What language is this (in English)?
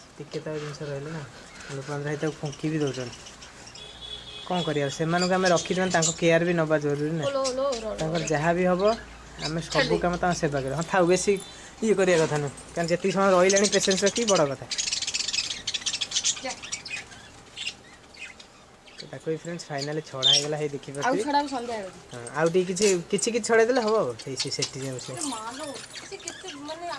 Odia